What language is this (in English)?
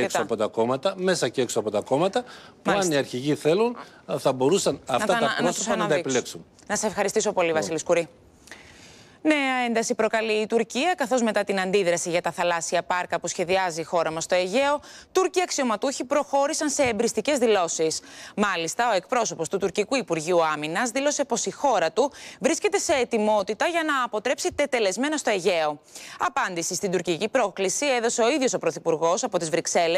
Greek